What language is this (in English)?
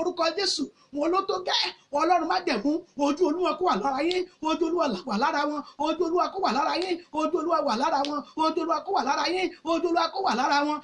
Yoruba